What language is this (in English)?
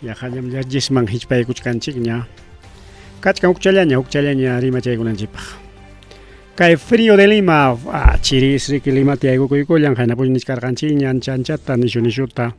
Ayacucho Quechua